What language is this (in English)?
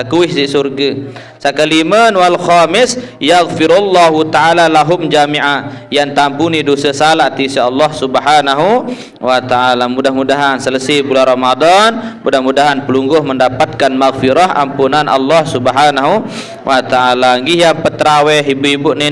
Sasak